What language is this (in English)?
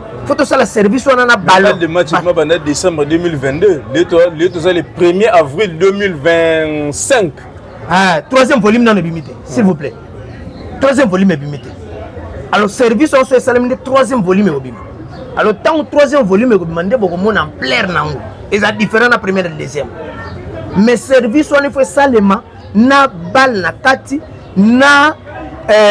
Lingala